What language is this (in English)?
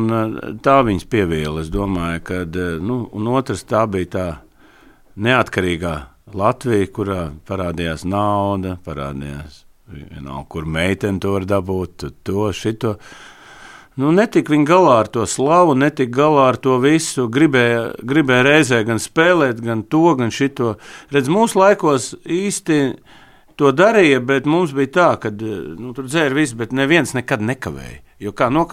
Latvian